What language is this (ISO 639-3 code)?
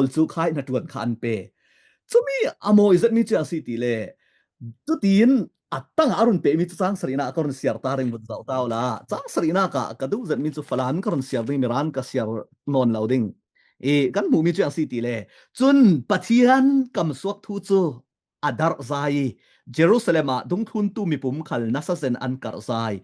cfm